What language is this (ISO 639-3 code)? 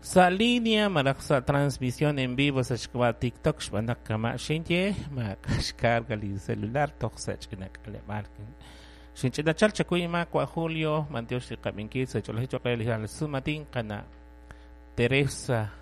kek